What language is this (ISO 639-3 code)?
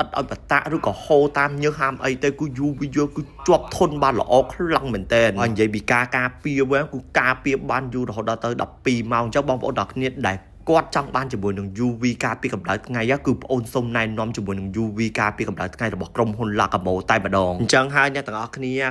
khm